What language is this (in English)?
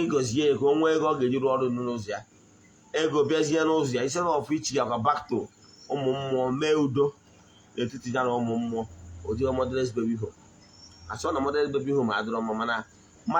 Igbo